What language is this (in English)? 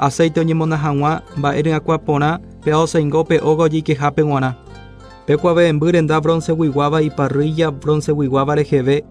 Guarani